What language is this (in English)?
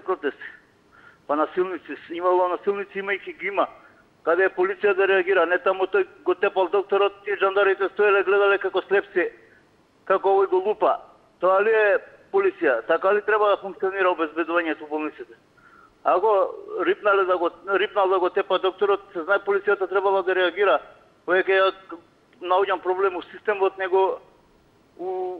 Macedonian